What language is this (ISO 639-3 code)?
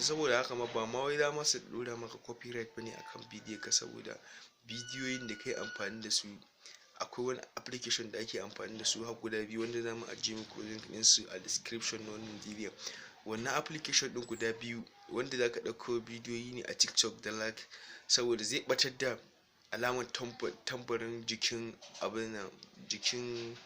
hau